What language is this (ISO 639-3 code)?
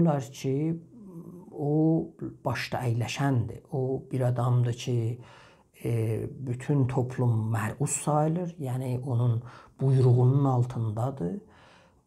azb